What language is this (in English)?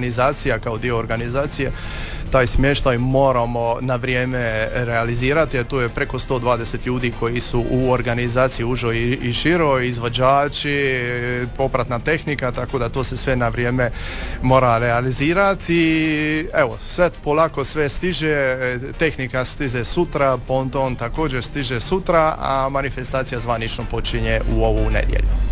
Croatian